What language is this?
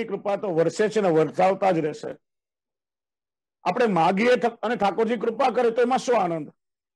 Gujarati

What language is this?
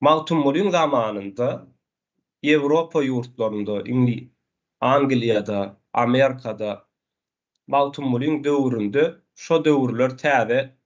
Turkmen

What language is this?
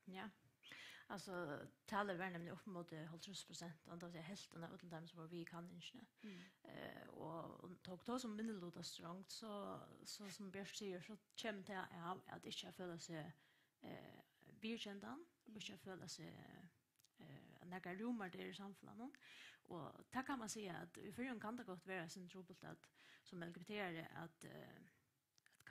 Faroese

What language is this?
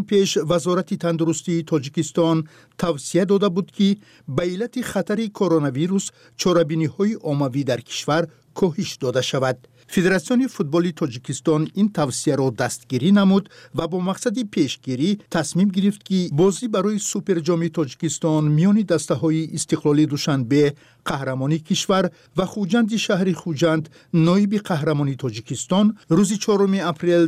Tajik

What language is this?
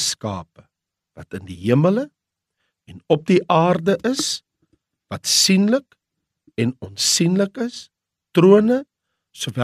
Afrikaans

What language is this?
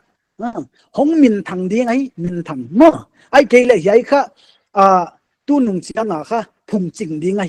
Paite Chin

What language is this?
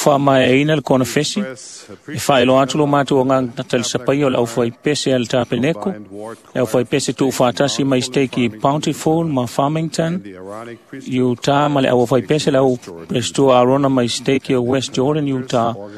Samoan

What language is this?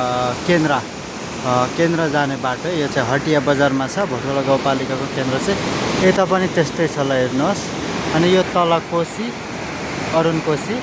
Nepali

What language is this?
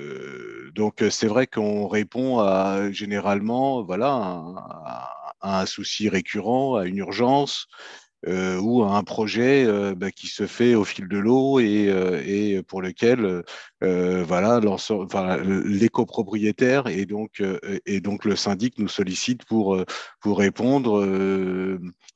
French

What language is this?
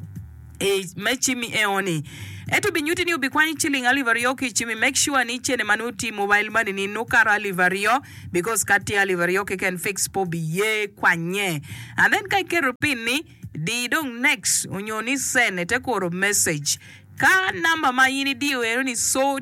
Acoli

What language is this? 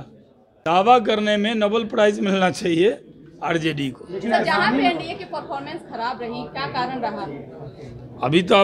Hindi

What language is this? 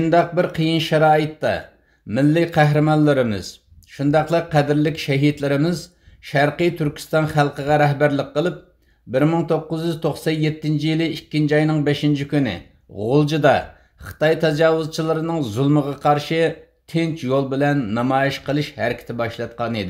Uyghur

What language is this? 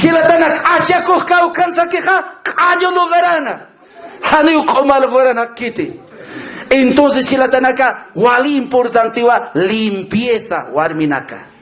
Aymara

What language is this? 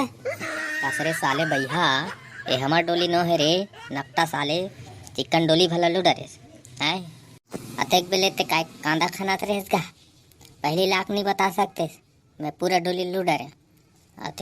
Chhattisgarhi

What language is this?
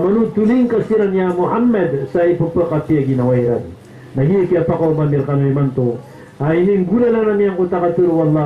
Maranao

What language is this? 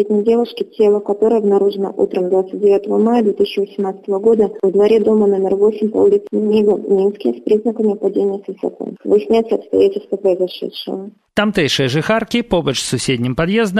Belarusian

